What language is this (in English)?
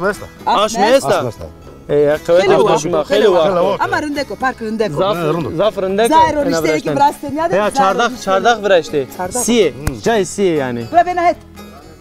Zaza